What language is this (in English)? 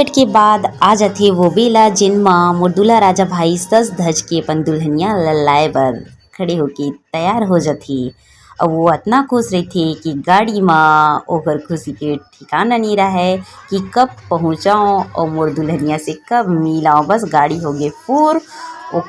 Chhattisgarhi